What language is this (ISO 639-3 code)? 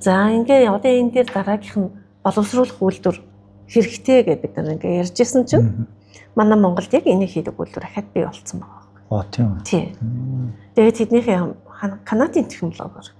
mon